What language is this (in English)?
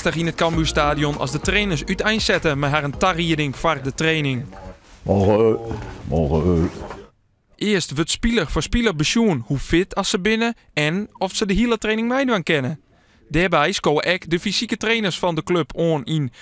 Western Frisian